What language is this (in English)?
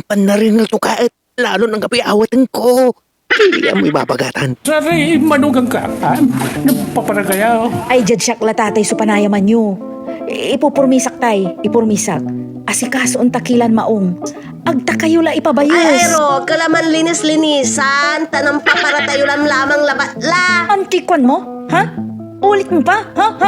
Pangasinan